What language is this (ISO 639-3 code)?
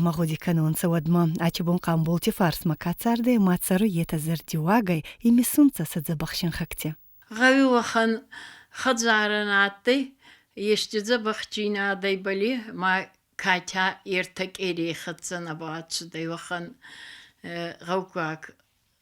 oss